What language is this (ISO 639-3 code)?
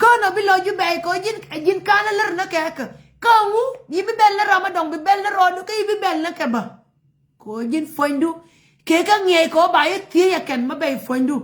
nus